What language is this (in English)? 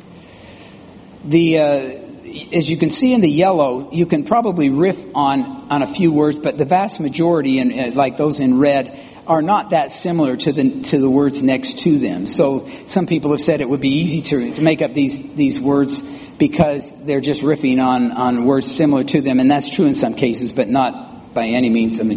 English